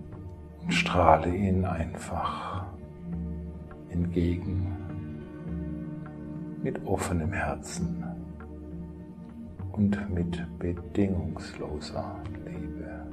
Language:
German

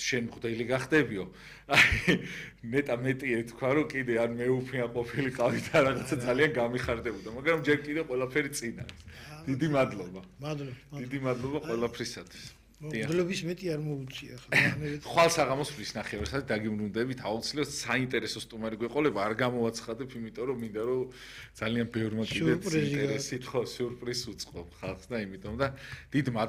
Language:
Georgian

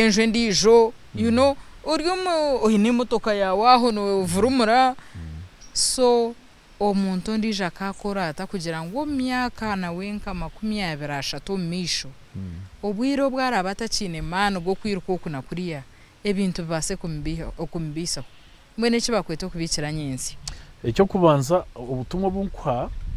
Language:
Nyankole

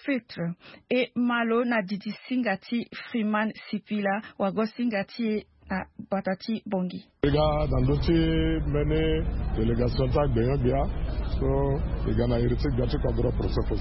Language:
Sango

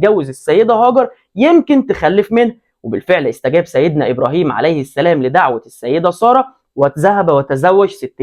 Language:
Egyptian Arabic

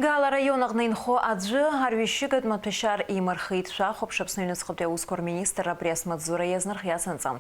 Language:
Abkhazian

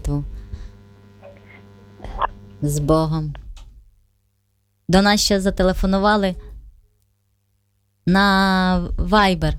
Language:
Ukrainian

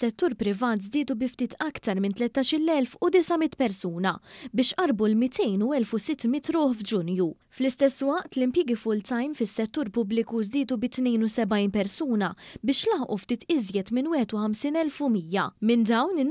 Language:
Maltese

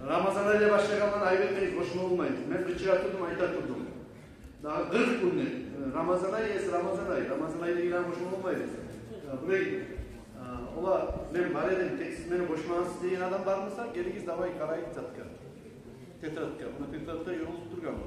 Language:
Kumyk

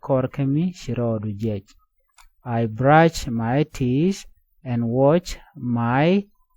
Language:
Nuer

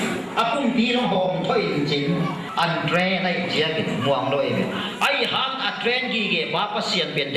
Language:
Tedim Chin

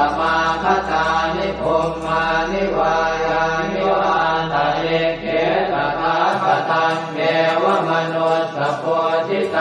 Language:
Pali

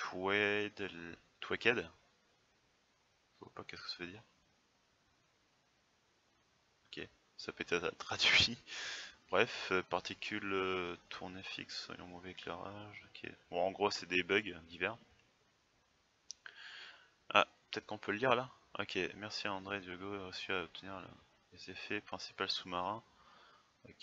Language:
French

